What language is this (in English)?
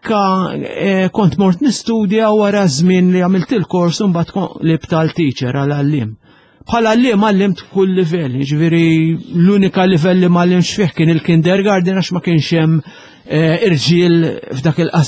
Maltese